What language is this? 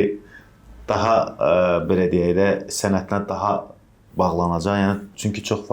Azerbaijani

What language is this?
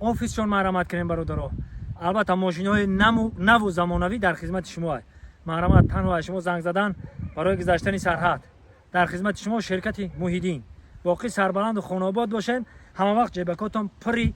Tajik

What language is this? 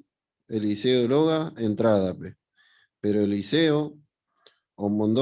Guarani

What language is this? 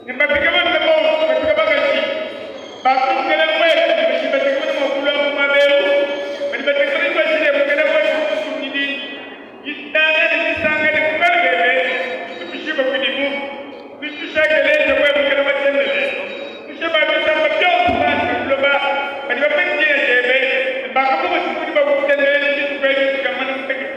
Luba-Lulua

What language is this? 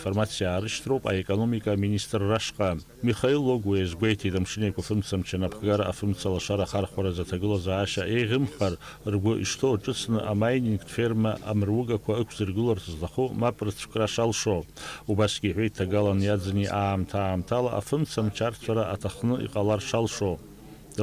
Abkhazian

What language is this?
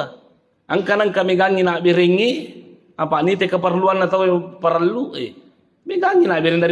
Buginese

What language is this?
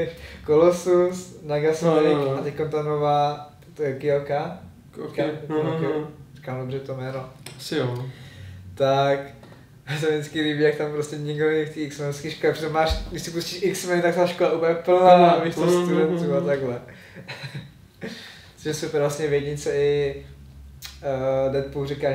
Czech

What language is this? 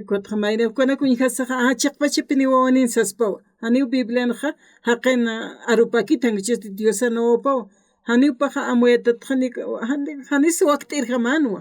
Aymara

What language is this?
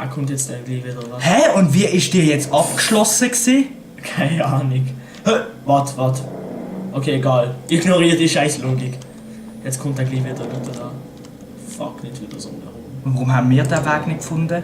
Swiss German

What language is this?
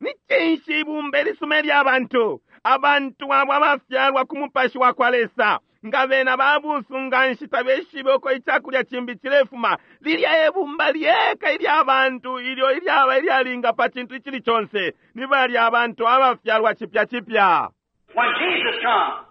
Bemba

